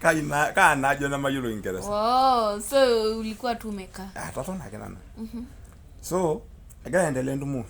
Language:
Masai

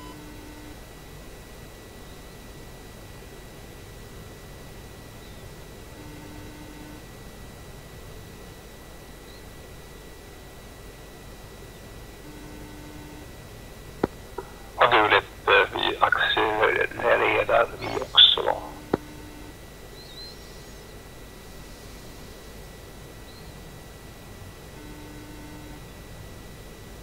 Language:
Swedish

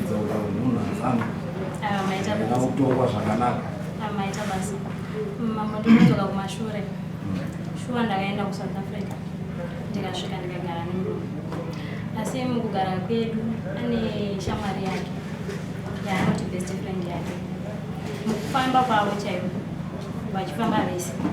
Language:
Shona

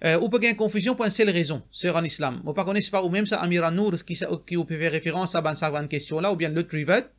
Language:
Morisyen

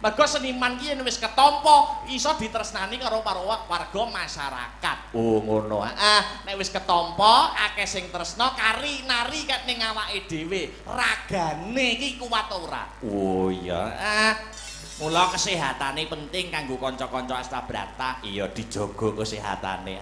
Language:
Javanese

